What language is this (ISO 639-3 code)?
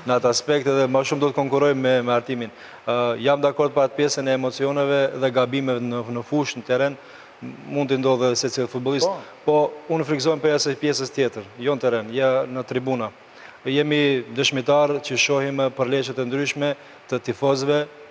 sqi